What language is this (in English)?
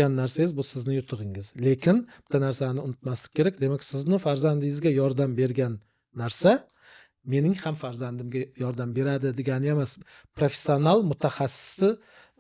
Uzbek